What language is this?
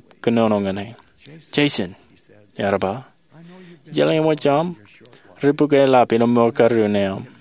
Marshallese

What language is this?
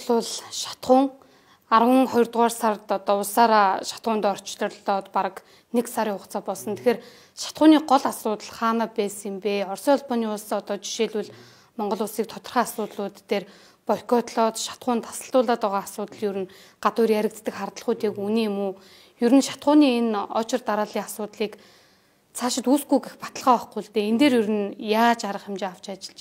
Mongolian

